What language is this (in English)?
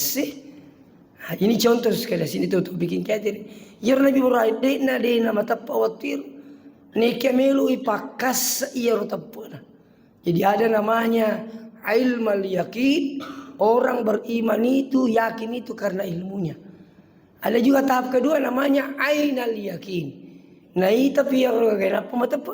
Buginese